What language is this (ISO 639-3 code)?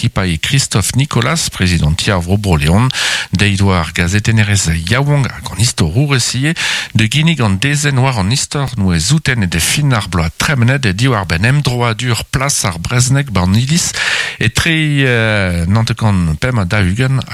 bre